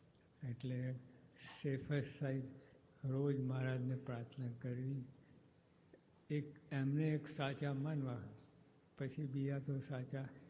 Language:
Gujarati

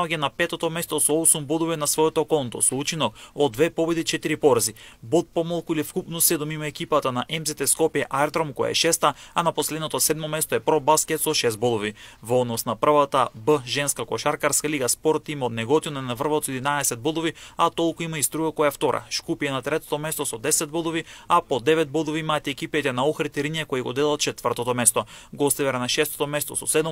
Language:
Macedonian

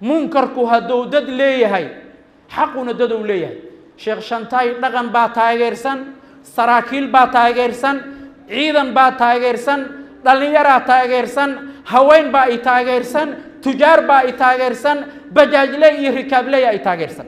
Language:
Somali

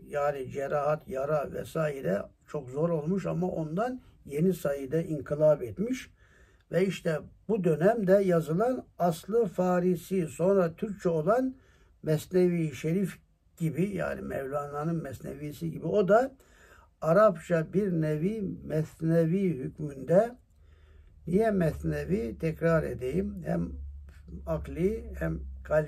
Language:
Turkish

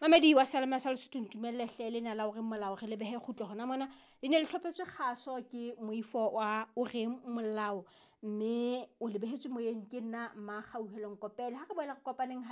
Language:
Southern Sotho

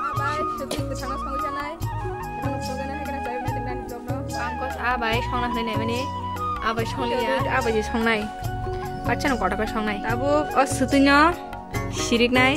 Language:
Kok Borok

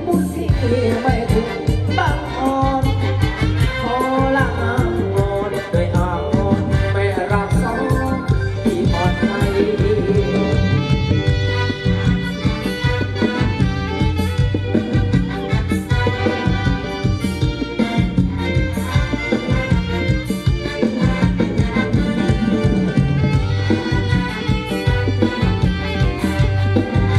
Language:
Thai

